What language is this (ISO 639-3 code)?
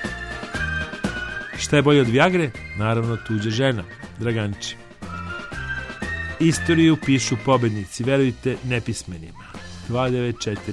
srp